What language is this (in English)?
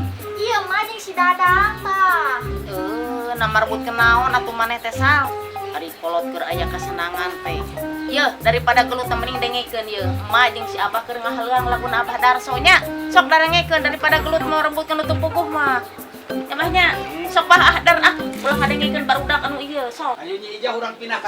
Sundanese